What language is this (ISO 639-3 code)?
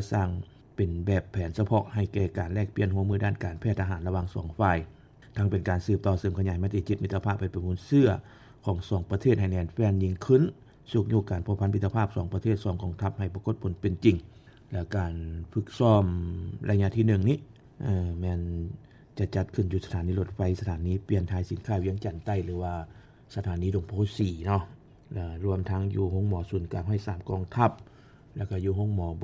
lao